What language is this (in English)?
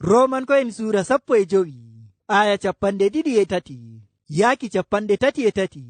Fula